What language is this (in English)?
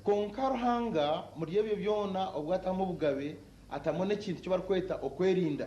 Nyankole